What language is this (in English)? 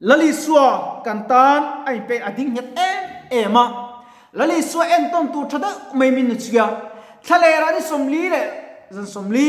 Mizo